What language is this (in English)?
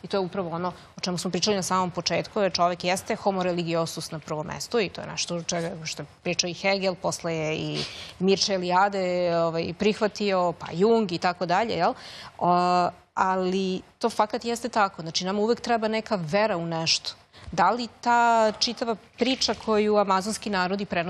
Serbian